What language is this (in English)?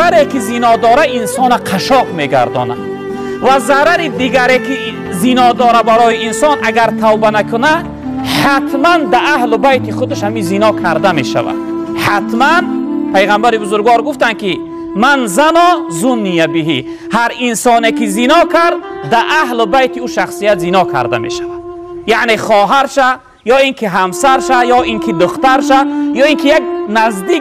Tajik